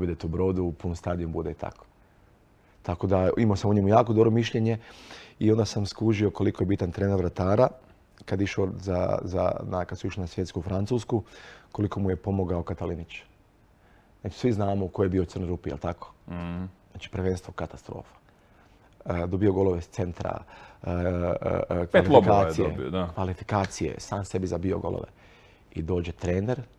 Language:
Croatian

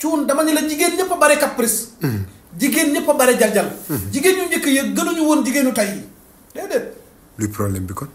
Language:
Wolof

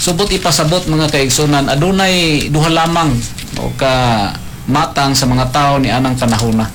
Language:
Cebuano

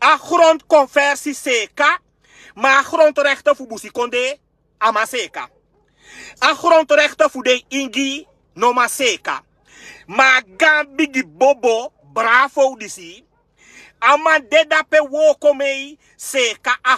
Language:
Sranan Tongo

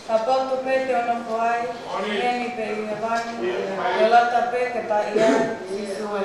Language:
Tongan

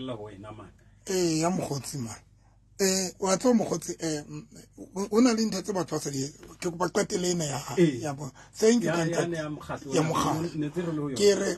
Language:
Southern Sotho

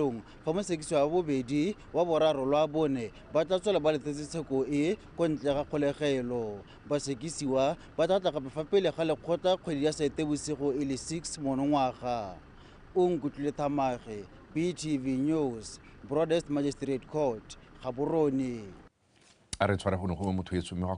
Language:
Tswana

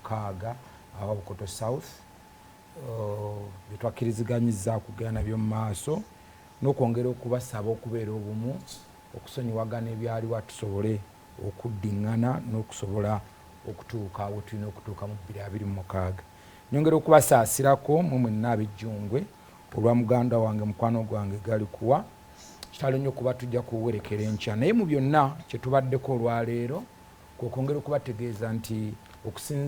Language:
Ganda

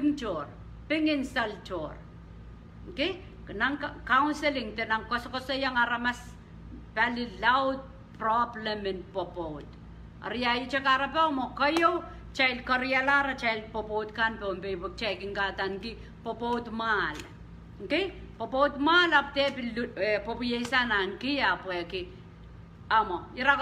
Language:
Pohnpeian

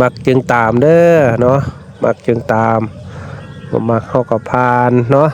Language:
Northeastern Thai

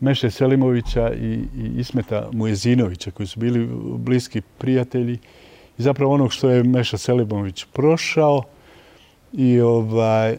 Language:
Bosnian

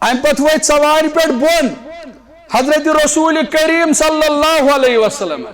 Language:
Kashmiri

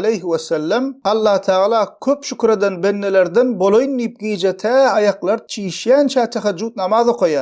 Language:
Turkmen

